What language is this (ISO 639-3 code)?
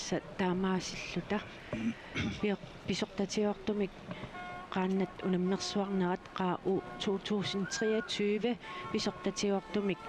kal